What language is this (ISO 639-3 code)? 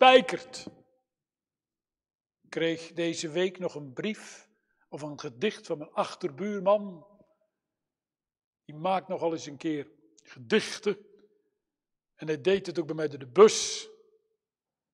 nld